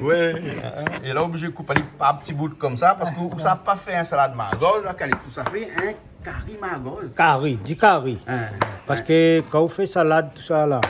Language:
Réunion Creole French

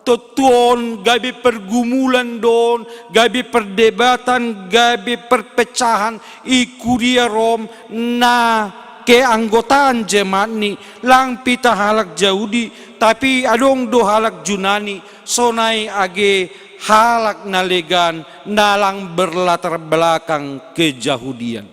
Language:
Batak Simalungun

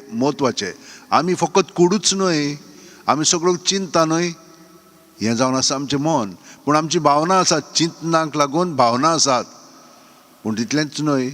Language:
Konkani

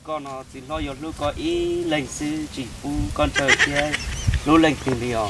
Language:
Hmong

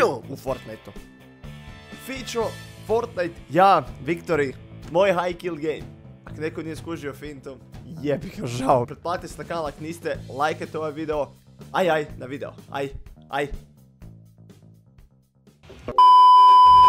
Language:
Croatian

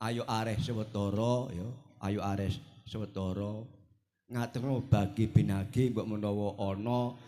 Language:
Javanese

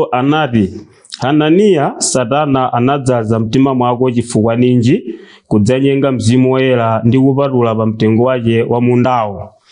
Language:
Nyanja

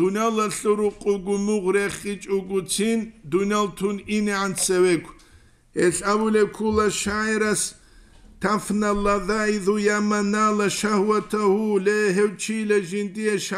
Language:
Avaric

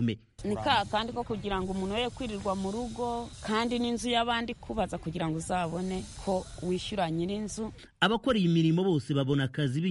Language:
Kinyarwanda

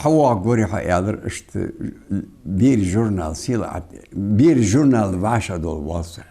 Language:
Ingush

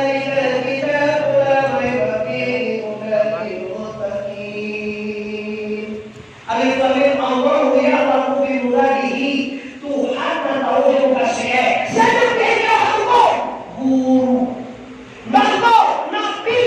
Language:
Minangkabau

